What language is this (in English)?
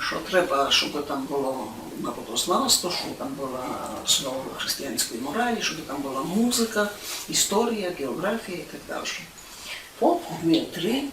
Rusyn